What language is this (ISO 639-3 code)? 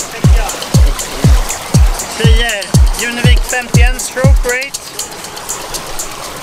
swe